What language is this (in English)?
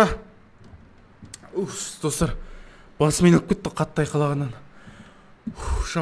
Kazakh